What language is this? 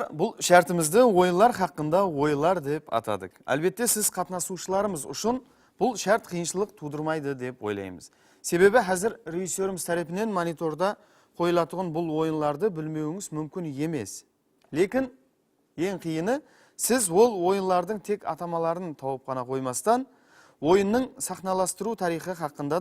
Kara-Kalpak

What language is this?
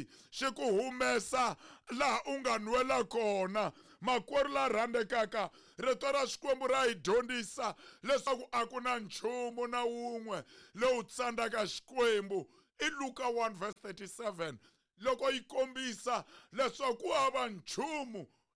Tsonga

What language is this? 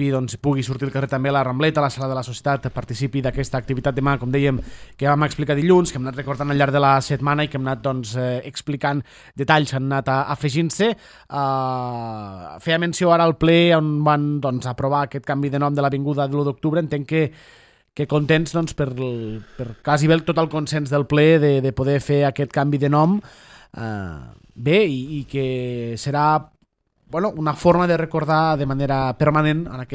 Catalan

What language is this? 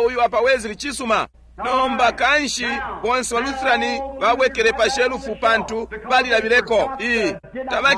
Bemba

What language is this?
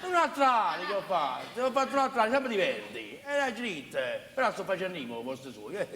Neapolitan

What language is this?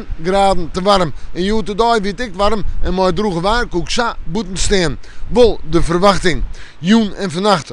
Western Frisian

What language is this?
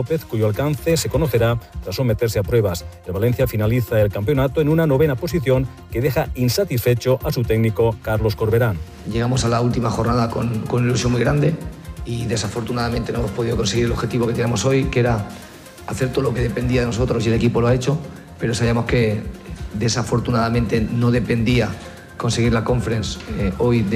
Spanish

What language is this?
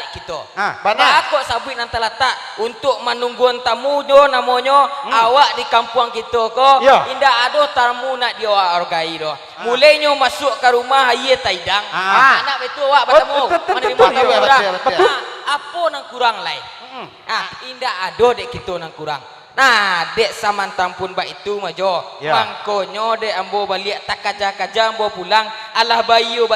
Minangkabau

